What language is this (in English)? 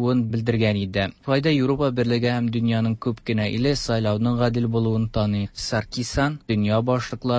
Tatar